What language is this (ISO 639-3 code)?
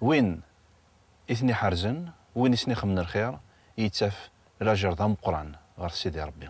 kab